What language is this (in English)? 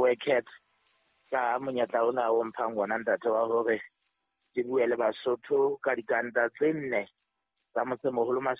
Southern Sotho